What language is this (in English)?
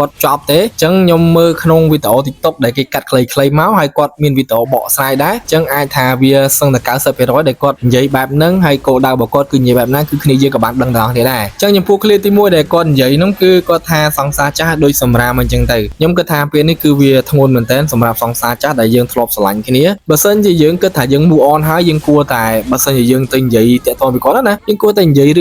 Khmer